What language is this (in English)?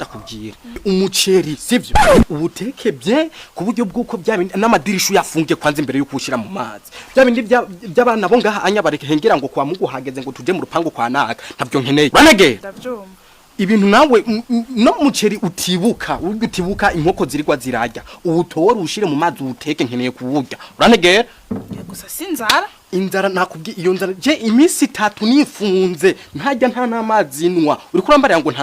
Rundi